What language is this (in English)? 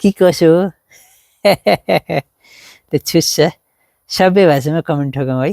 Nepali